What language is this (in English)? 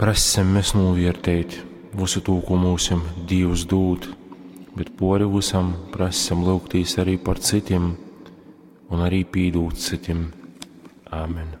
Latgalian